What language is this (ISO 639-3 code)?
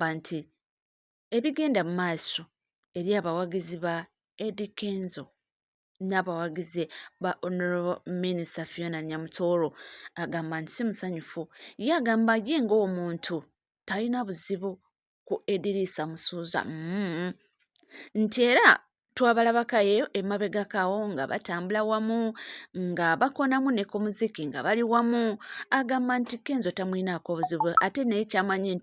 lug